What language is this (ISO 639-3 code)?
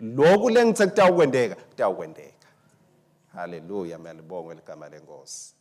ssw